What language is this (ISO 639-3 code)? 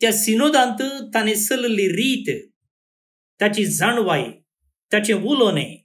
kok